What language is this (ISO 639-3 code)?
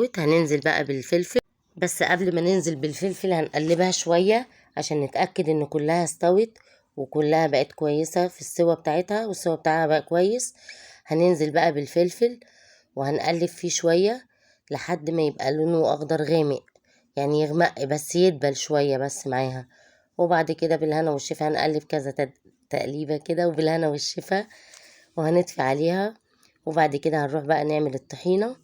arz